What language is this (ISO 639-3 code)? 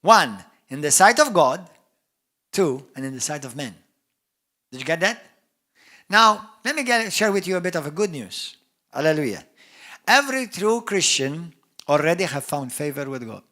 eng